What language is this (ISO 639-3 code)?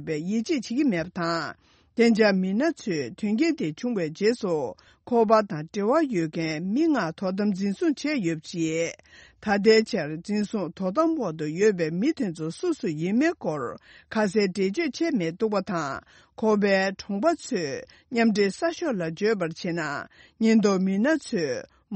bod